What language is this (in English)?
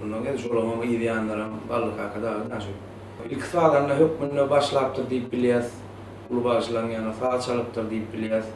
Turkmen